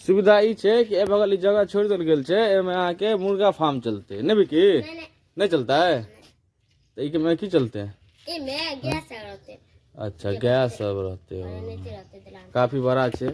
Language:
Maithili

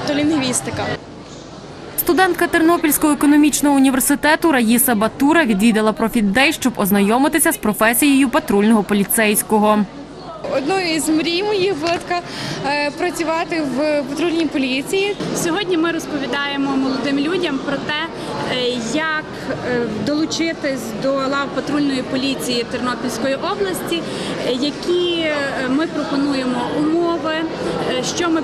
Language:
Ukrainian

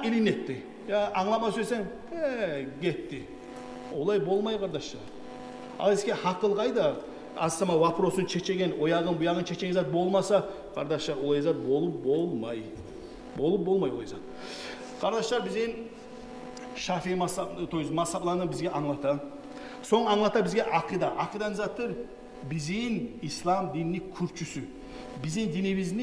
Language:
Kumyk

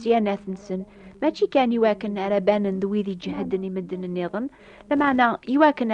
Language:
Kabyle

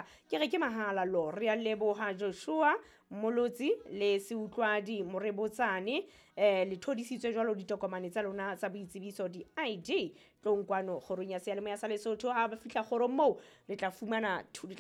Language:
Southern Sotho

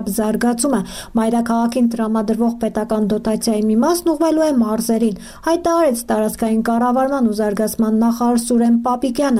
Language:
Armenian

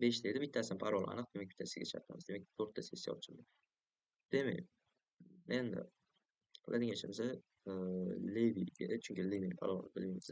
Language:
Uzbek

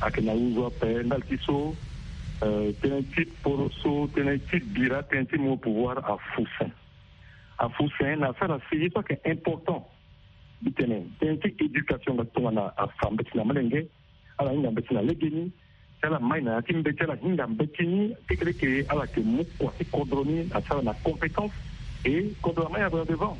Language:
Sango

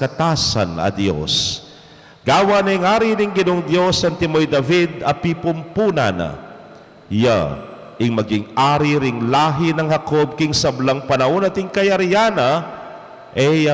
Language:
Pampanga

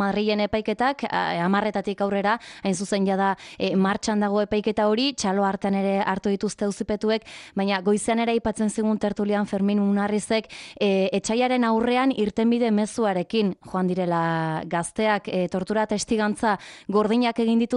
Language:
Basque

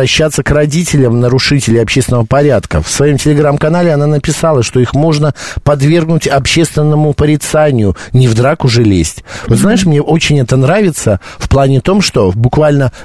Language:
Russian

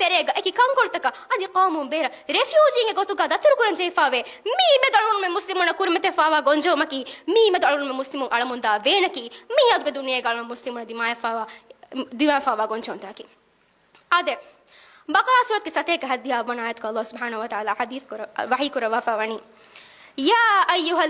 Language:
Divehi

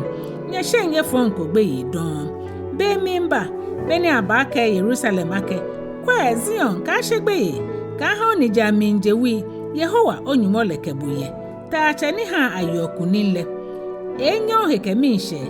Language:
Ga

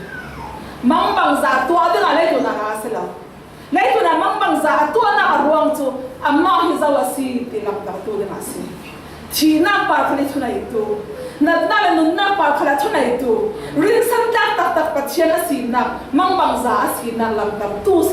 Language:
Falam Chin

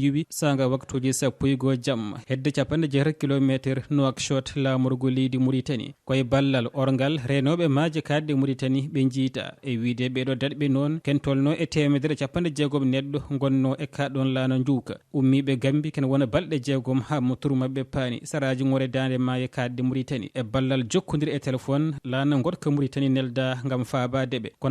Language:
Fula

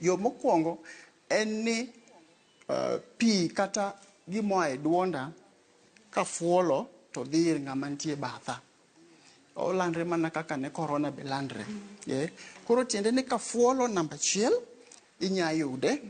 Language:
Luo (Kenya and Tanzania)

